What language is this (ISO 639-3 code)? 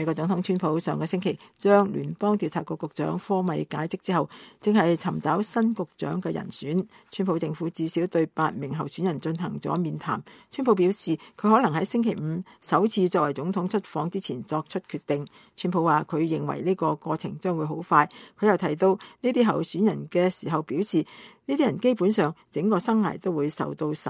yue